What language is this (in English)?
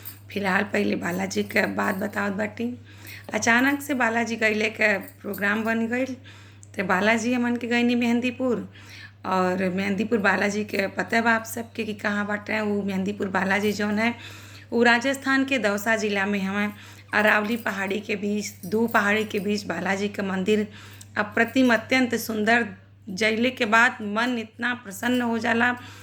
Bhojpuri